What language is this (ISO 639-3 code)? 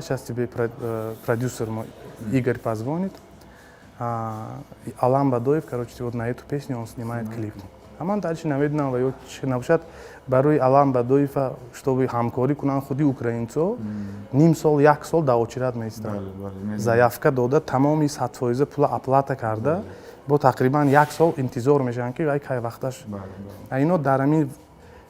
tgk